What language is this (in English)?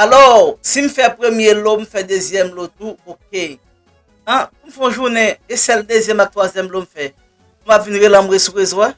Haitian Creole